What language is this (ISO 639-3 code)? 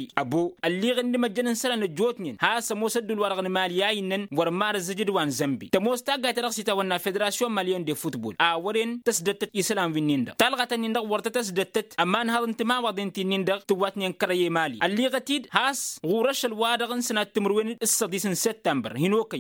taq